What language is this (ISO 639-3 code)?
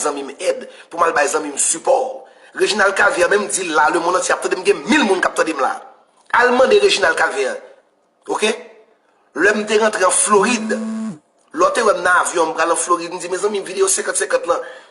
hat